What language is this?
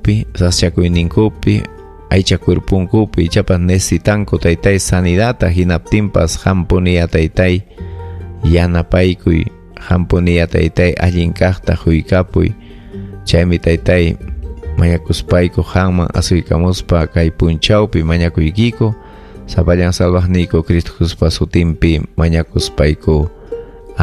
Ayacucho Quechua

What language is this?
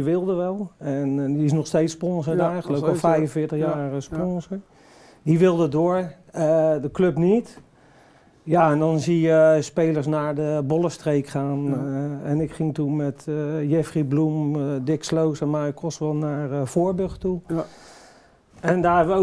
Dutch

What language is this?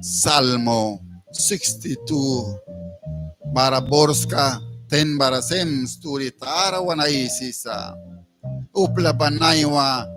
Mískito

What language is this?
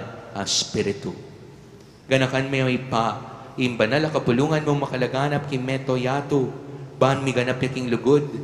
Pampanga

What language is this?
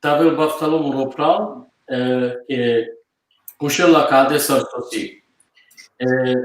Balkan Romani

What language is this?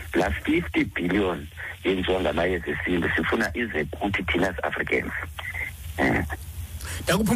Xhosa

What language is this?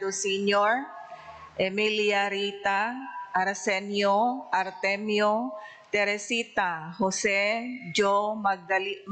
Iloko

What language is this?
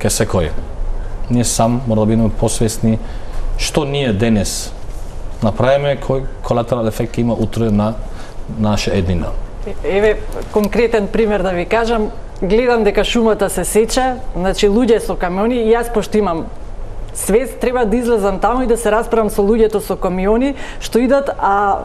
Macedonian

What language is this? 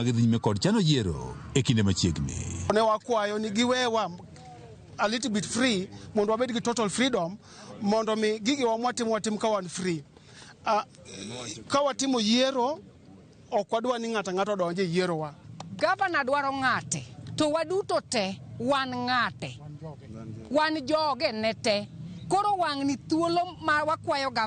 Luo (Kenya and Tanzania)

